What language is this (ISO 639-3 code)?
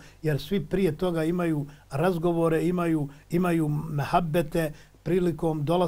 bos